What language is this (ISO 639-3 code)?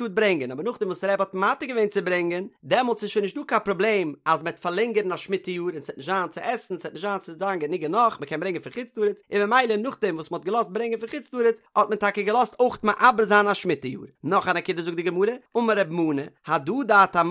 yid